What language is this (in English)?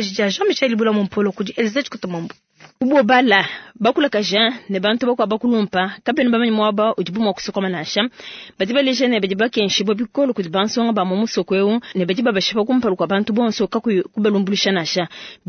Luba-Lulua